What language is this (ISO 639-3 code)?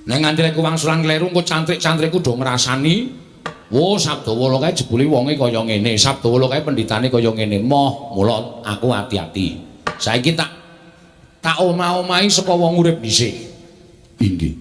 jav